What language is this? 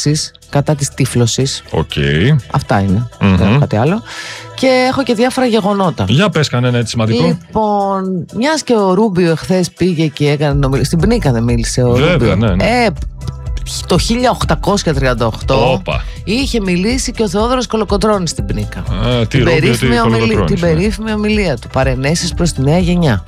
Greek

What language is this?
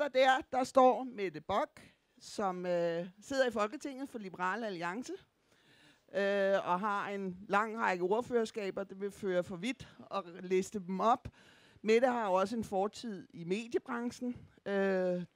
Danish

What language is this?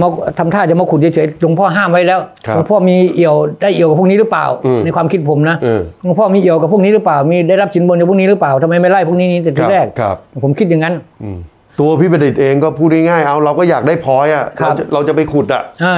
Thai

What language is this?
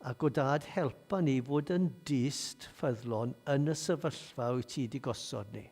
Welsh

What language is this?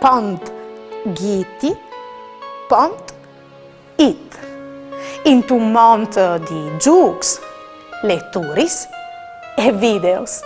Friulian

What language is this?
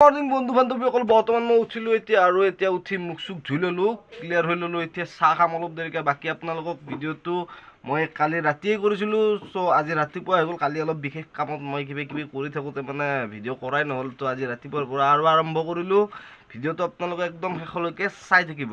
Assamese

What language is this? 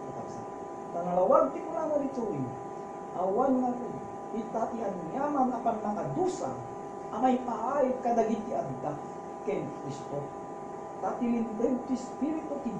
Iloko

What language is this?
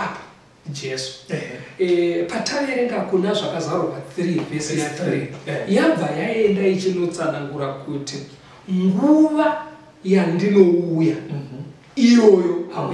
Shona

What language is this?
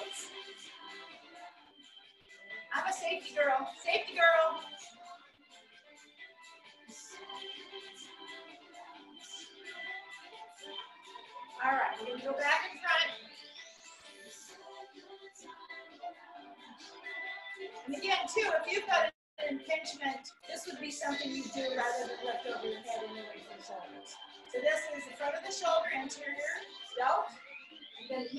English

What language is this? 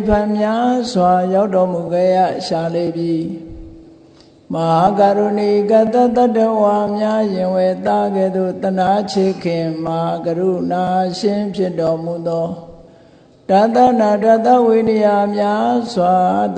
Burmese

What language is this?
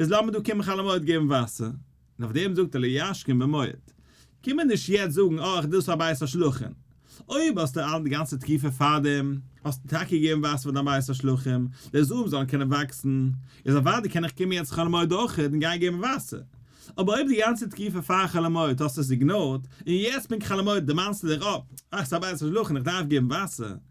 Yiddish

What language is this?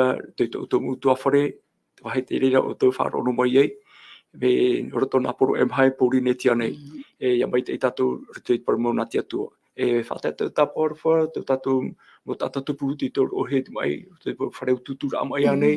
Tahitian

